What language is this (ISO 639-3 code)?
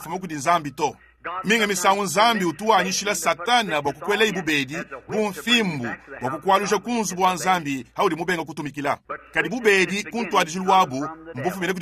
lua